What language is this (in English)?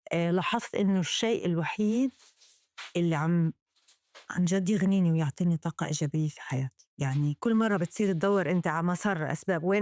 North Levantine Arabic